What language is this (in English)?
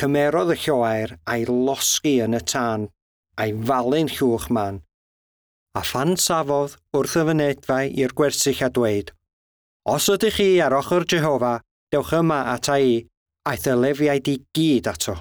Welsh